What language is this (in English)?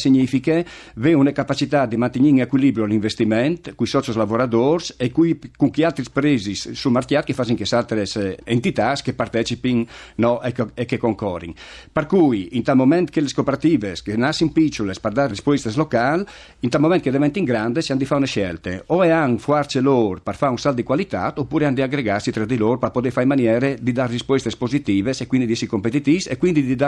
Friulian